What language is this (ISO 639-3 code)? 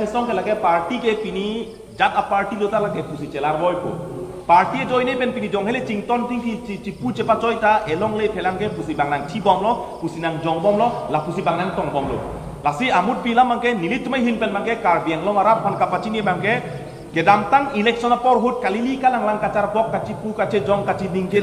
mjw